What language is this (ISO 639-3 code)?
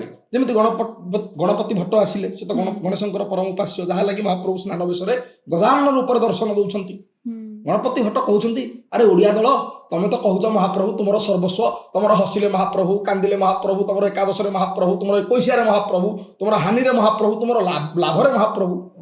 ori